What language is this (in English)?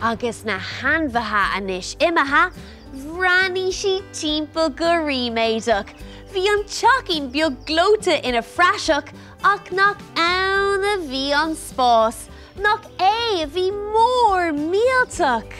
Irish